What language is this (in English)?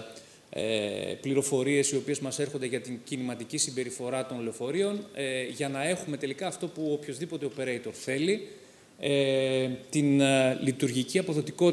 Greek